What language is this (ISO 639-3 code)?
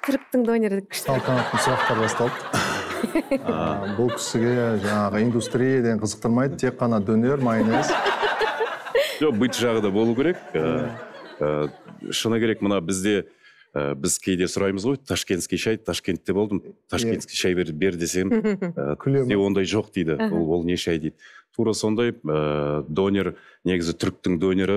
kaz